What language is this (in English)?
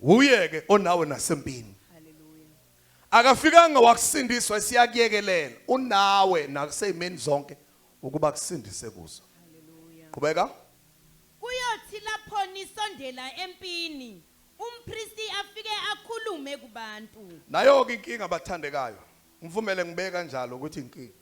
Zulu